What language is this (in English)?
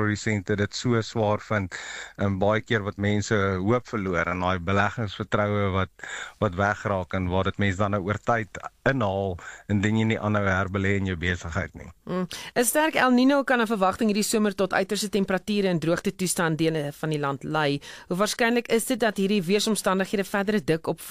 Afrikaans